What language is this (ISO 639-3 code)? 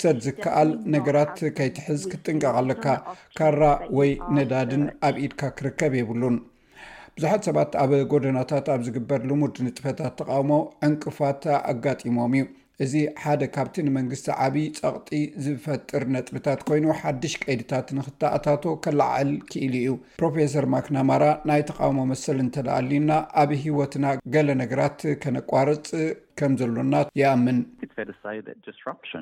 tir